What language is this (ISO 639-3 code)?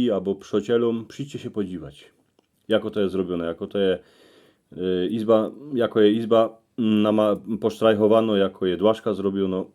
szl